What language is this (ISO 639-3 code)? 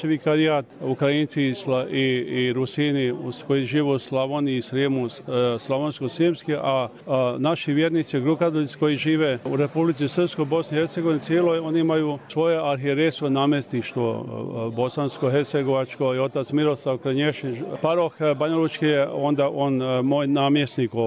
hrv